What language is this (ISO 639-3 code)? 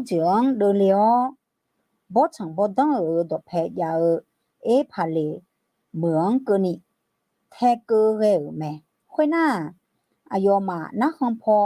ahk